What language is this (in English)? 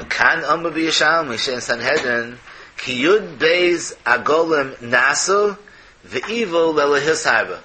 Yiddish